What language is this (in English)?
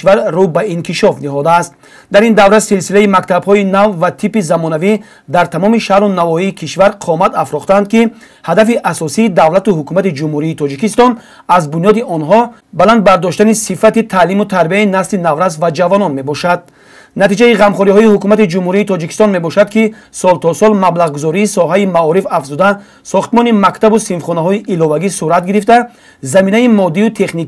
Tajik